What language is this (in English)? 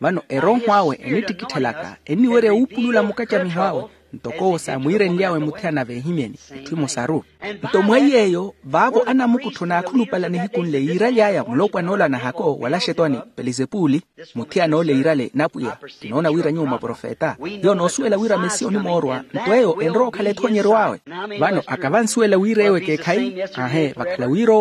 Makhuwa